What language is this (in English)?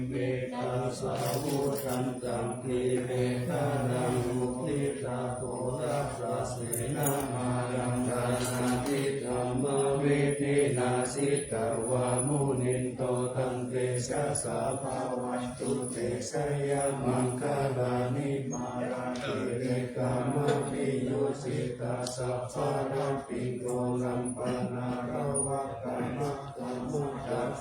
Pali